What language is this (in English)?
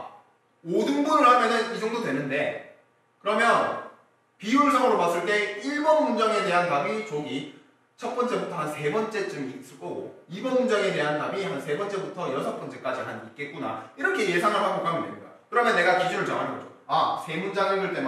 Korean